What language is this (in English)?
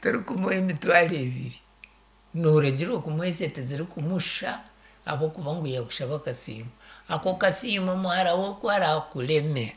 Nyankole